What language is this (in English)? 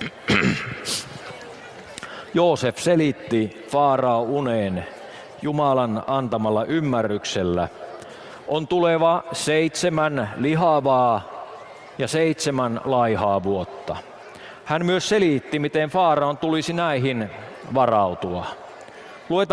Finnish